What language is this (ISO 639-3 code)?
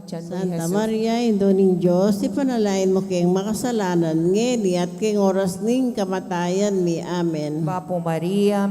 pam